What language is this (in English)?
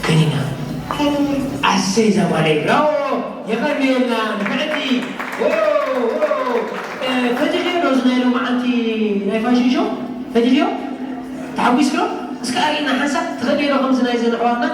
Tigrinya